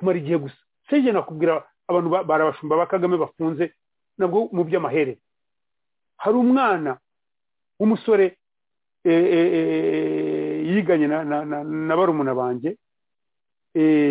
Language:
Kinyarwanda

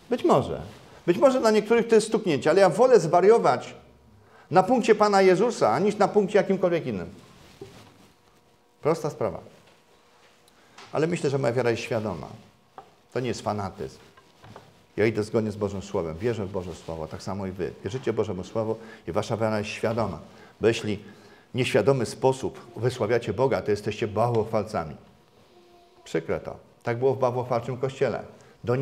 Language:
Polish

